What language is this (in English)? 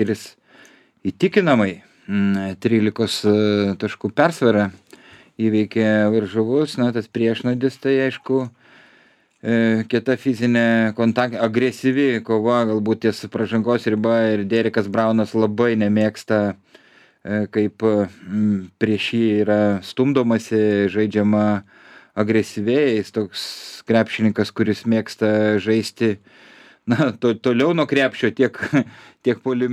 Lithuanian